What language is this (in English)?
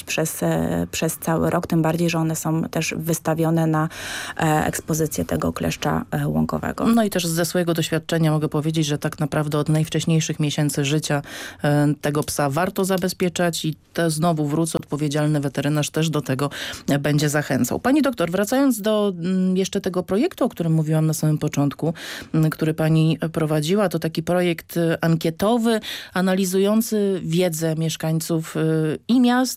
Polish